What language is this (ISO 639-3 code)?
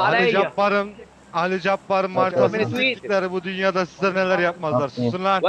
kaa